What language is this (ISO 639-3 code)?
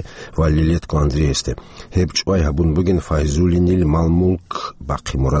ava